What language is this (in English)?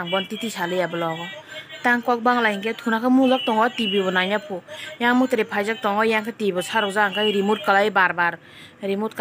Kok Borok